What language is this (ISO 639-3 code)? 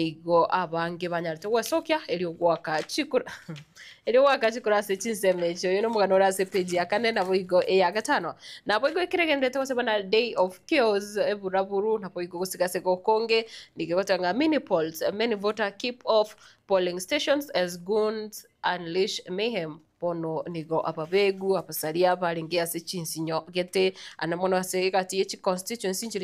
guz